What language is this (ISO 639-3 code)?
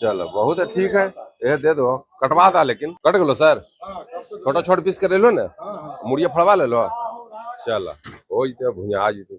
mag